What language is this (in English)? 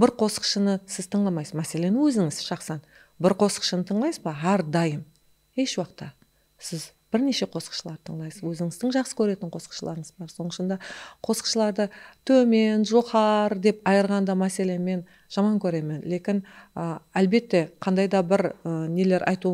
Kara-Kalpak